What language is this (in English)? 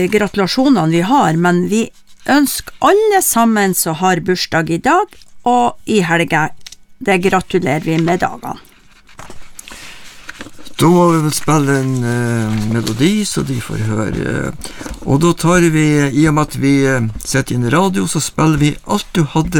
Norwegian